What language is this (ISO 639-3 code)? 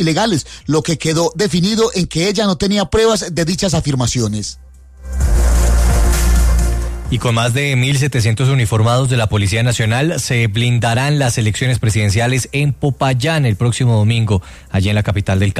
spa